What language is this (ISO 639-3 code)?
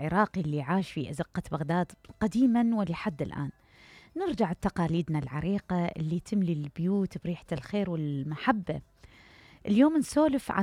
acm